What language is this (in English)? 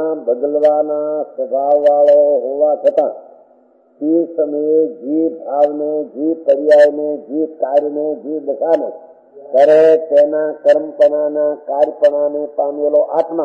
Gujarati